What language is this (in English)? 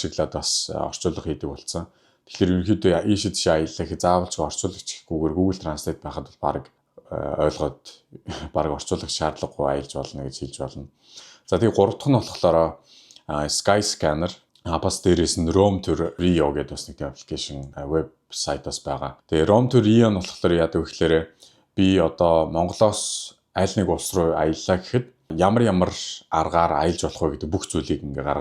Mongolian